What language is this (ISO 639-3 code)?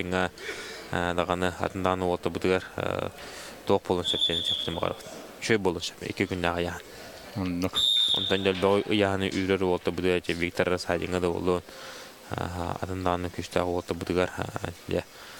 sah